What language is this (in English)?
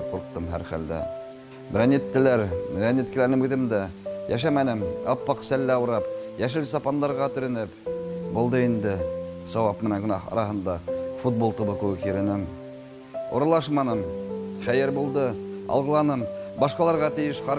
Bashkir